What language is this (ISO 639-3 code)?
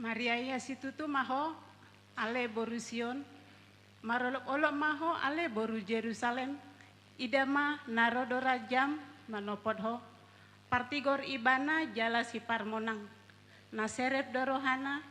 bbc